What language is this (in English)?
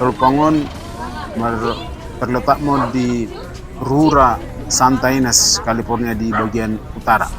Batak Toba